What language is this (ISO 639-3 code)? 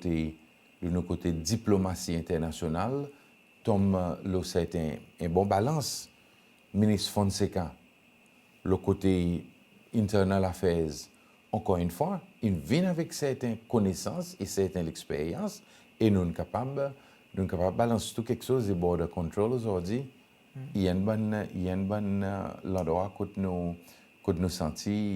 crs